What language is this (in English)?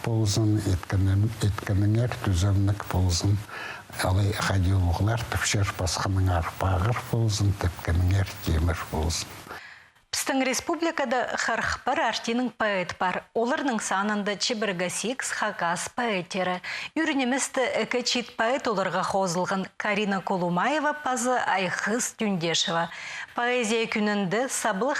Khakas